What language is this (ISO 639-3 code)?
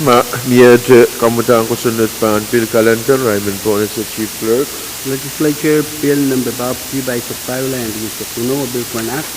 pon